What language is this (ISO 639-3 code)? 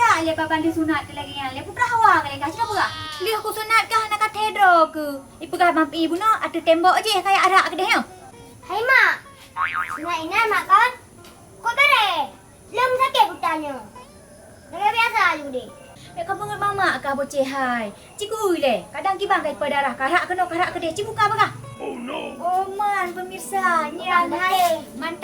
ace